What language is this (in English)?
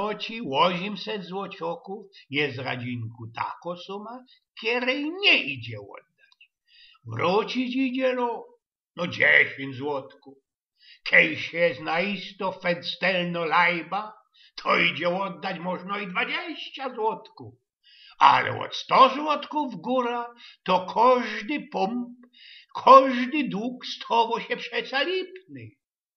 Silesian